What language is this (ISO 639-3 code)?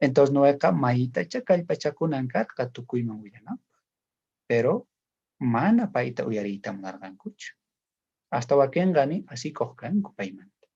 quh